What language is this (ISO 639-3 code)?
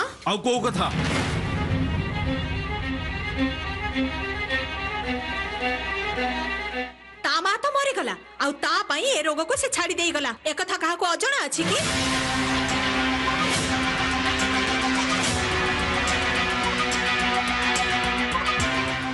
ori